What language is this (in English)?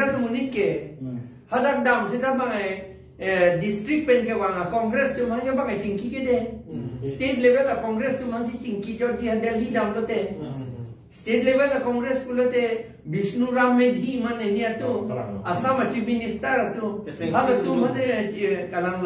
Karbi